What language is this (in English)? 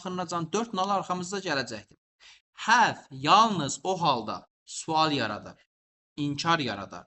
Azerbaijani